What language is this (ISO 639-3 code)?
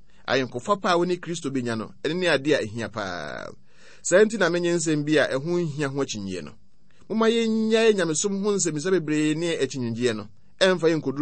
aka